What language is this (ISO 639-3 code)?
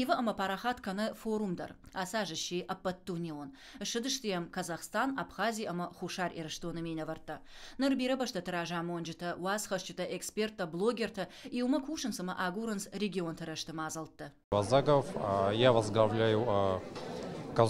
oss